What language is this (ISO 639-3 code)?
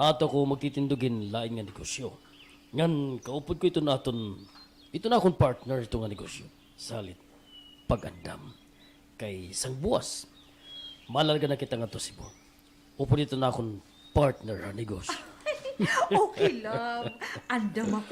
war